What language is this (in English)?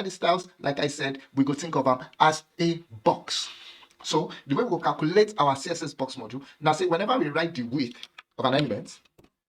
Nigerian Pidgin